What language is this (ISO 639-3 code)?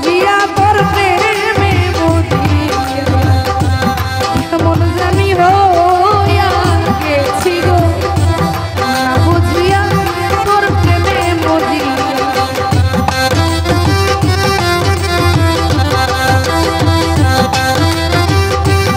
ben